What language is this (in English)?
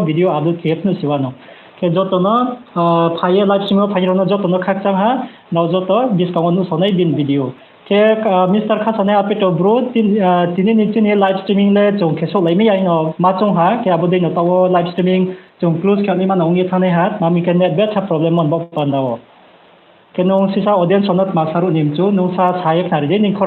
Riang (India)